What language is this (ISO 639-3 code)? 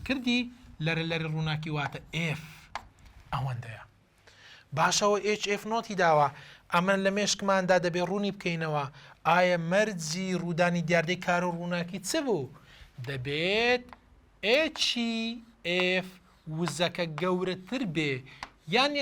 ckb